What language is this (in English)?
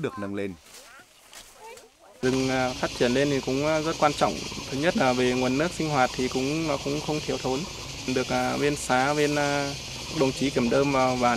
Vietnamese